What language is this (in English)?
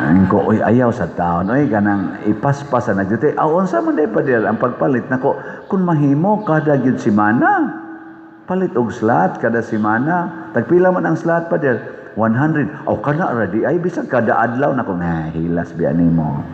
Cebuano